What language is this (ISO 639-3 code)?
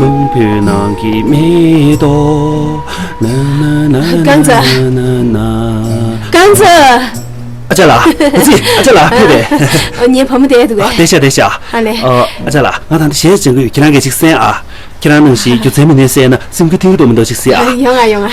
bod